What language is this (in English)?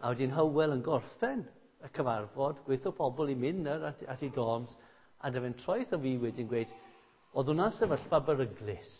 Welsh